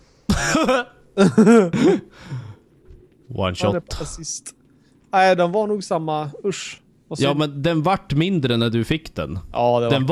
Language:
Swedish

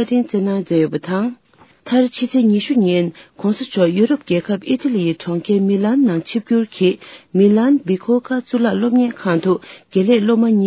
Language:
Tibetan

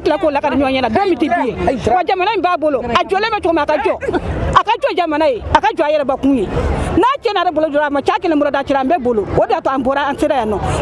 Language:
Bambara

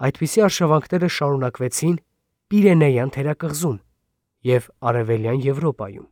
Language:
Armenian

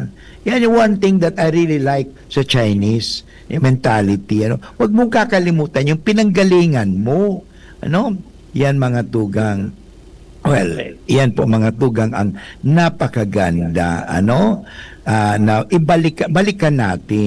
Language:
Bikol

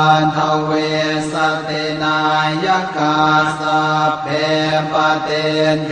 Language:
Pali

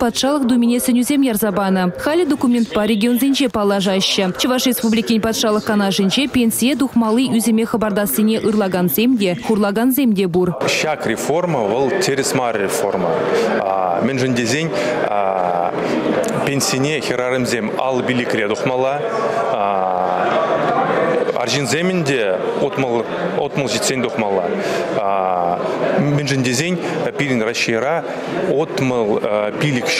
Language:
Chuvash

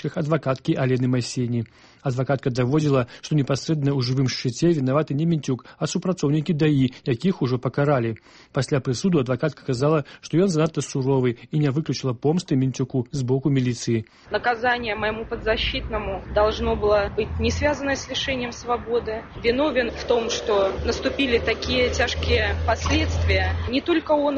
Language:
Belarusian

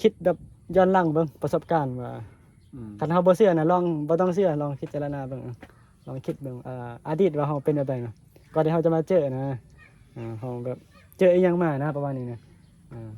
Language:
Northeastern Thai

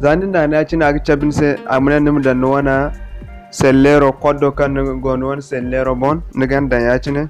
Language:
Zarma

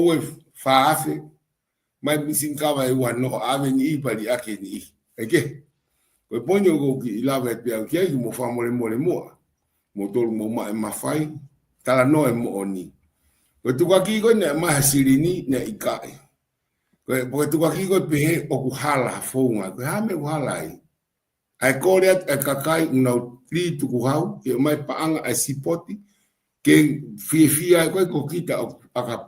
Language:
Tongan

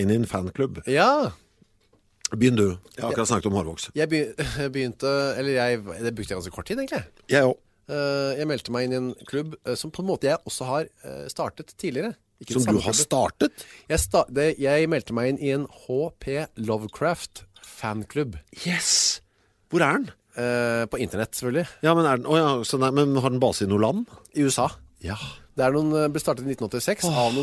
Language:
Norwegian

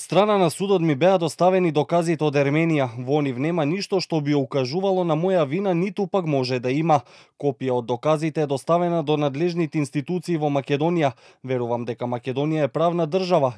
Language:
Macedonian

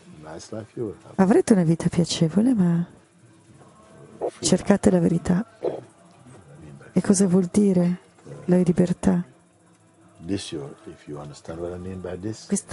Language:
Italian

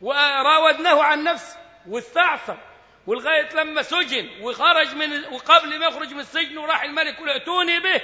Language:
Egyptian Arabic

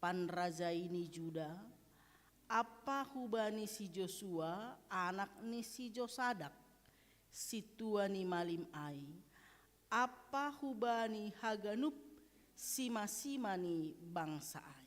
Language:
Batak Simalungun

